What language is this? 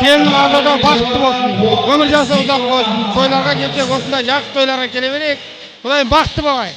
Kara-Kalpak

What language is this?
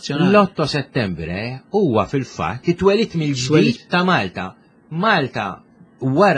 Maltese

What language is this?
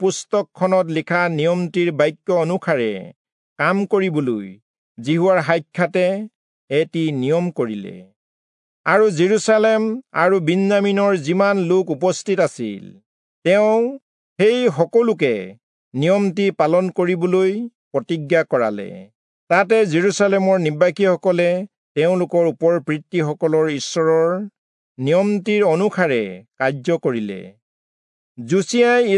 Assamese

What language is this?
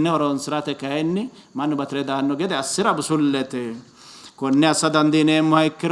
Sidamo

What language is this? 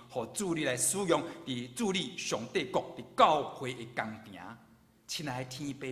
Min Nan Chinese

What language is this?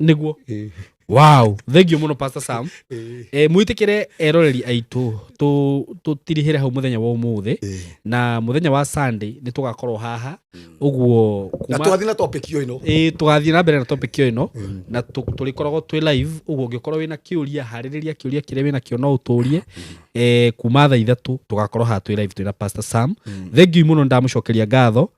Kikuyu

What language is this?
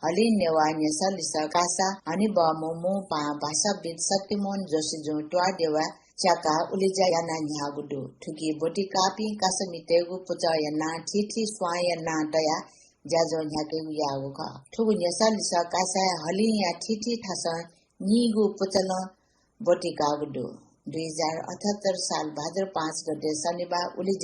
Newari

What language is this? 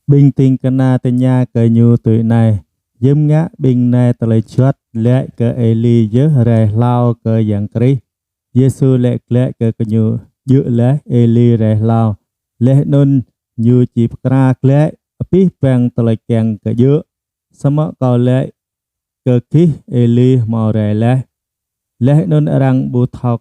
Jarai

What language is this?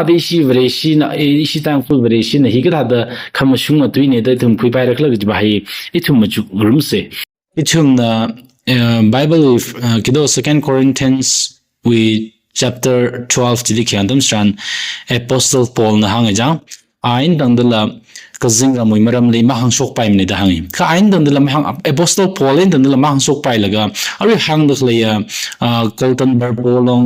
Tangkhul Naga (India)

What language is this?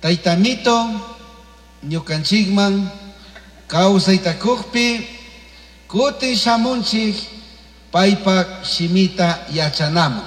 Chimborazo Highland Quichua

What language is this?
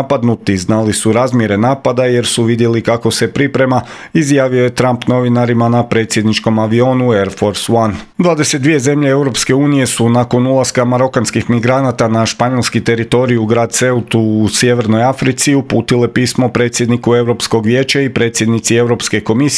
Croatian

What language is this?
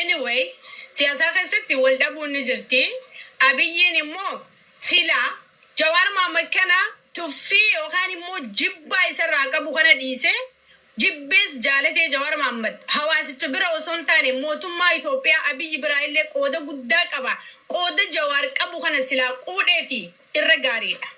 Oromo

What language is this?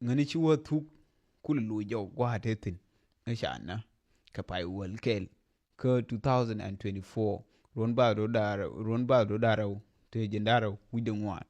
Nuer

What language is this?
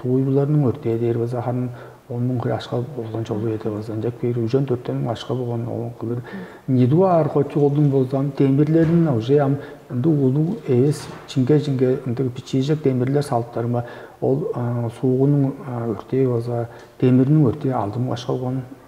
Tuvinian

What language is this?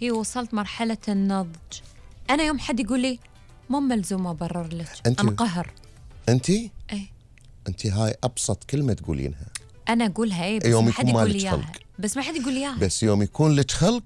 Gulf Arabic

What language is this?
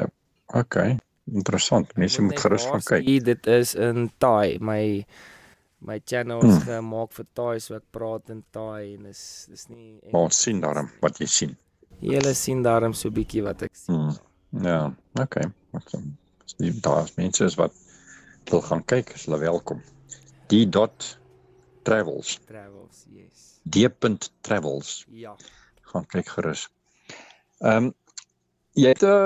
Afrikaans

